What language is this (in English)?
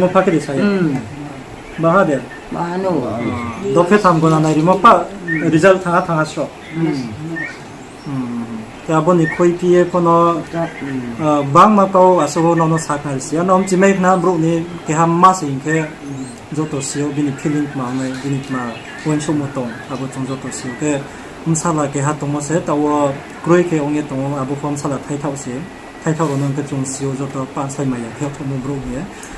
Riang (India)